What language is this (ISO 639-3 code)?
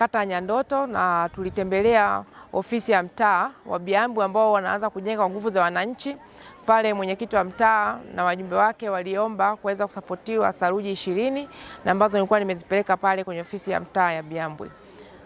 swa